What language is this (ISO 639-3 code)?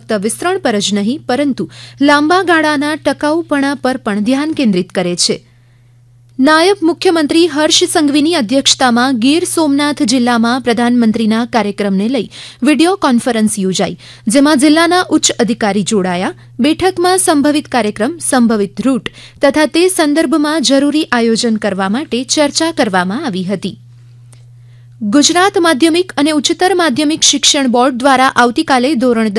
guj